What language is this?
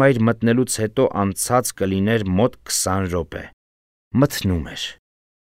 Armenian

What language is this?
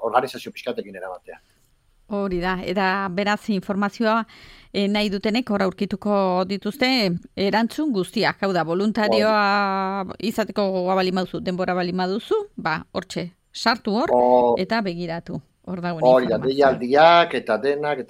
Basque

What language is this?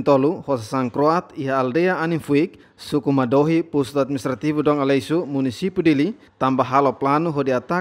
Tetum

